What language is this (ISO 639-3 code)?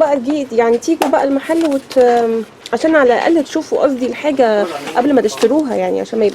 arz